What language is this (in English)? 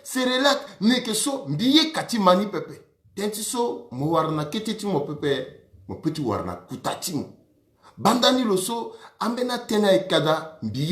Sango